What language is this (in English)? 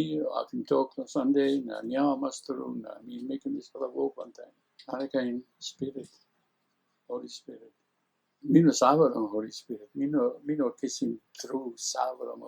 Tok Pisin